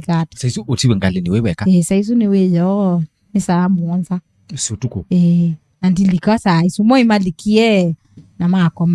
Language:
Kamba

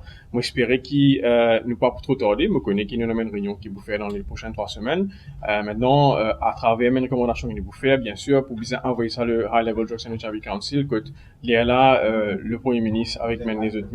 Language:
Morisyen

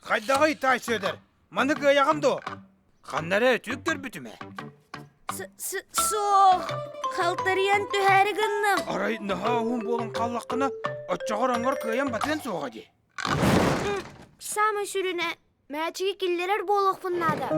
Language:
Yakut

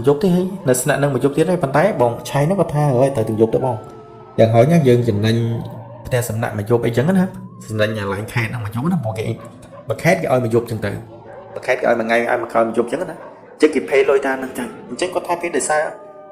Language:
Khmer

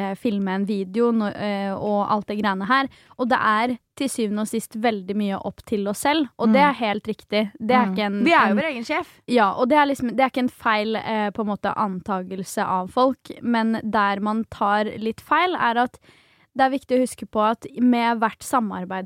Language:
Norwegian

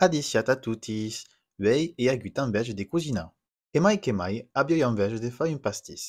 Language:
Occitan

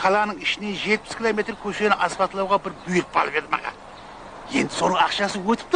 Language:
Kara-Kalpak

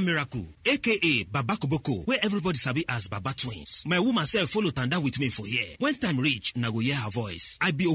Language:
Nigerian Pidgin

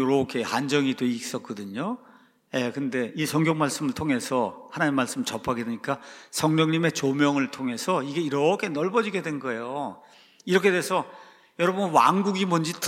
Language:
Korean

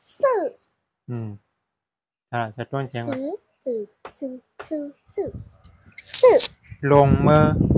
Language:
Shan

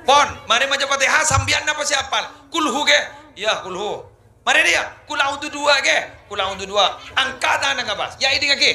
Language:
Madurese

